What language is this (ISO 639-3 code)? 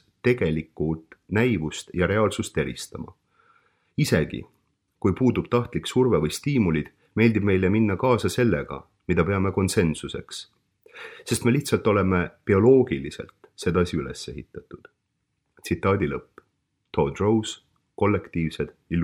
est